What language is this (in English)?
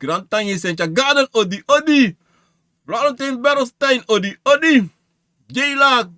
Sranan Tongo